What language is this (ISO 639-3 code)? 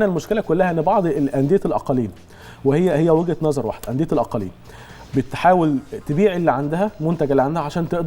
arz